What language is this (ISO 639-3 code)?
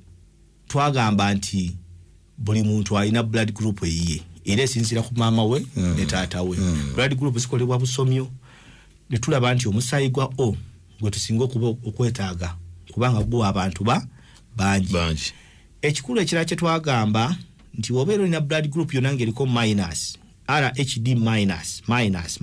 lug